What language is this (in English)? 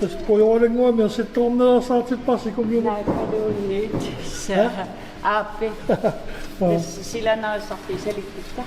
Kalaallisut